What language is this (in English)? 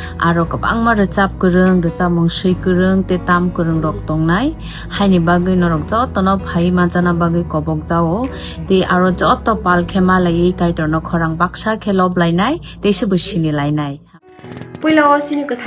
Kok Borok